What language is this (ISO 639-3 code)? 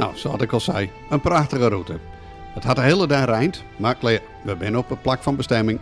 fry